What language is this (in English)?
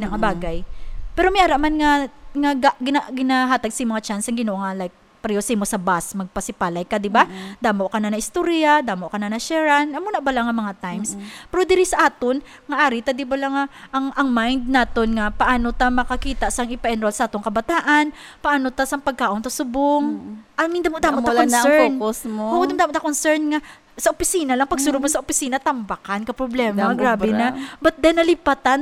Hiligaynon